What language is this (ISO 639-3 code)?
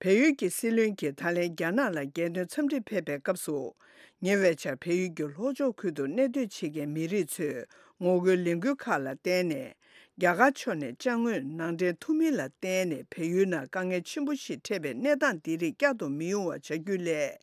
bod